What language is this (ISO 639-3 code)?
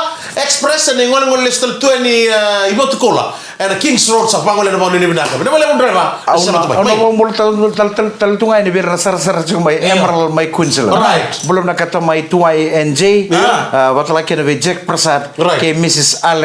fij